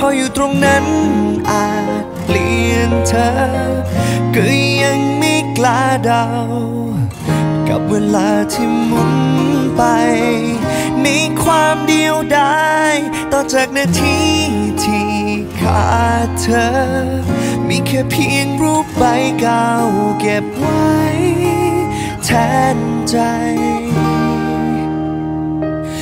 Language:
Thai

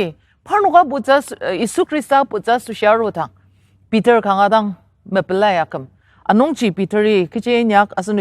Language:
Ao Naga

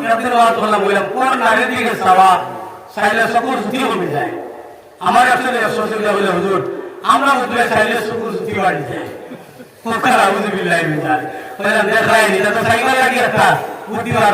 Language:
Sylheti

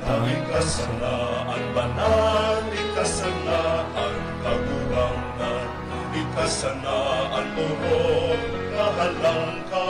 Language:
Bikol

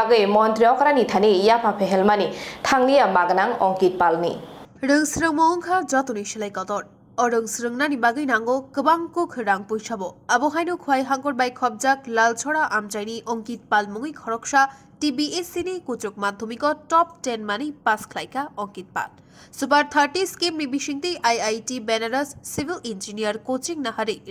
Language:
Kok Borok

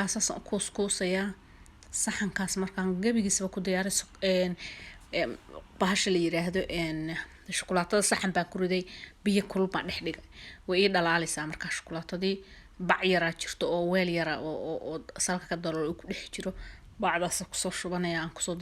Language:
Somali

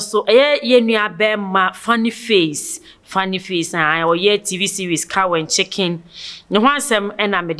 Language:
Akan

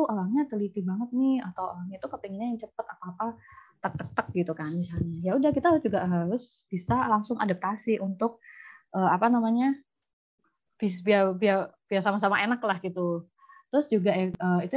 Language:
Indonesian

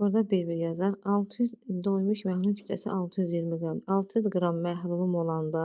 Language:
Azerbaijani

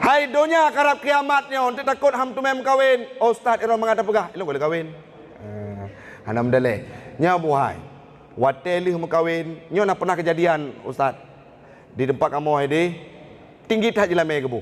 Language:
Achinese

